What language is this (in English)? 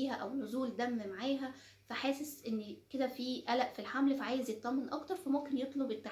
Egyptian Arabic